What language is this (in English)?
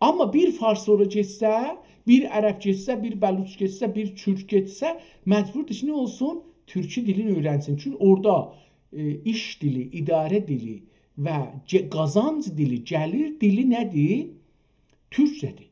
South Azerbaijani